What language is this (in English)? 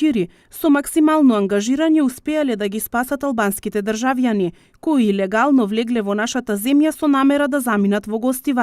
Macedonian